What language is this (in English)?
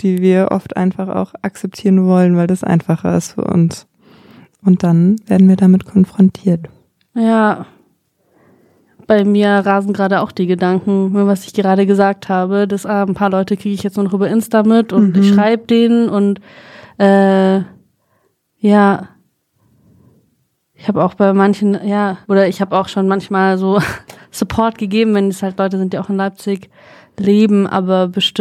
German